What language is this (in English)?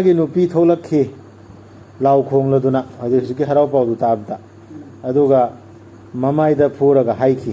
Manipuri